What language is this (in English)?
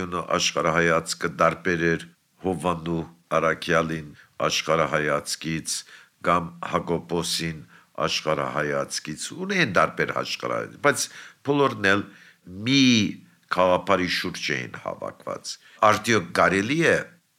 Armenian